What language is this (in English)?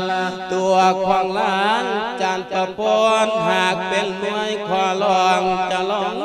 Lao